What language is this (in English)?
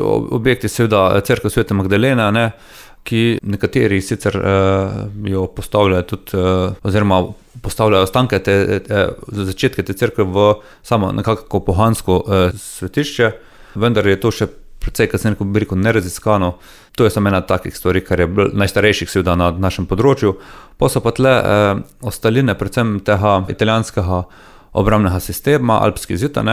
Slovenian